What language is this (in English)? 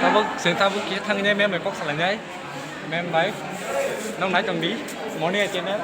Kok Borok